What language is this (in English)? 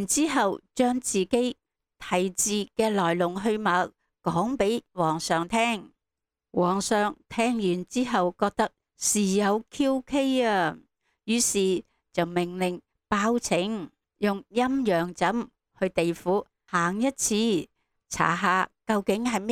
Cantonese